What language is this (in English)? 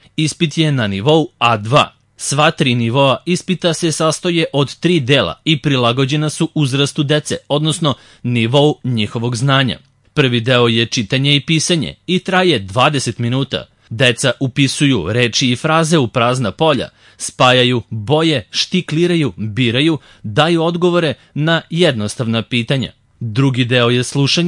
Serbian